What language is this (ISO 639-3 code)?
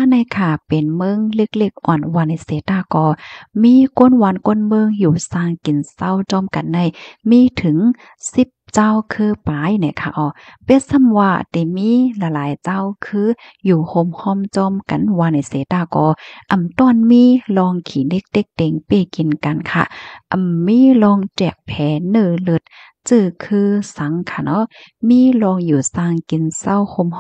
shn